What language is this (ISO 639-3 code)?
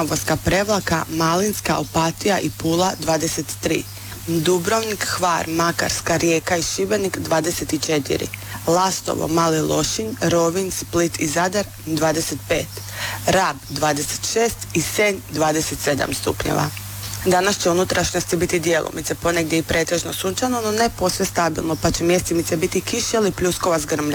hrv